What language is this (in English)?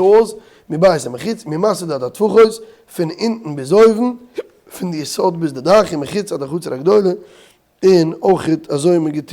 Yiddish